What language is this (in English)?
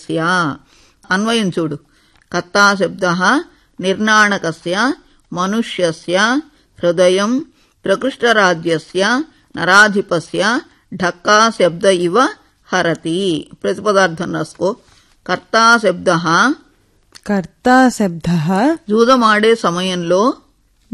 Telugu